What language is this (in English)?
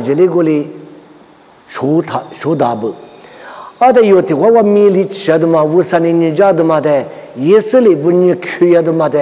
Lisu